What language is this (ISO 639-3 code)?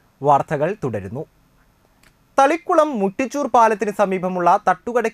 mal